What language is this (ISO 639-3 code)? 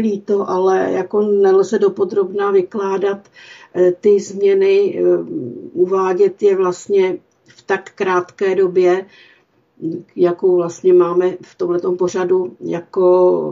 ces